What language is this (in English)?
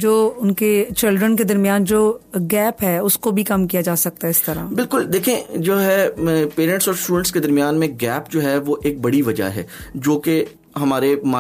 Urdu